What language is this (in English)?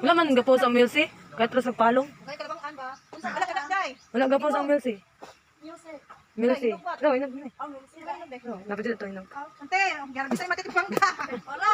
Cebuano